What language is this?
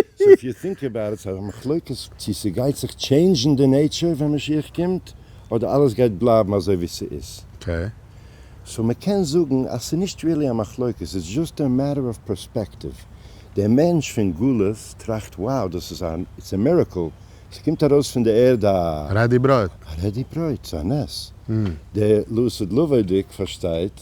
Yiddish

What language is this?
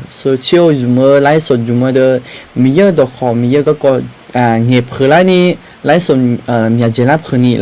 Akha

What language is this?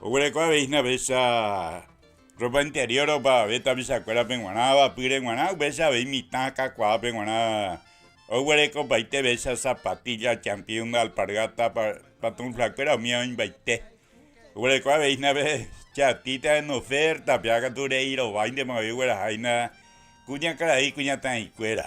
Guarani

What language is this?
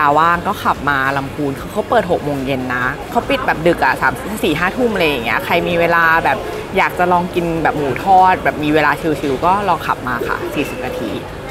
Thai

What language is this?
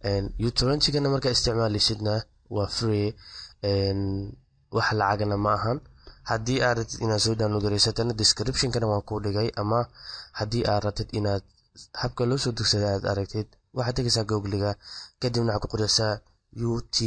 Somali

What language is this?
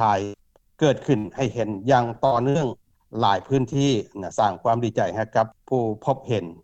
Lao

